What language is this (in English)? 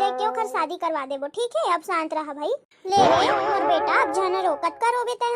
Chhattisgarhi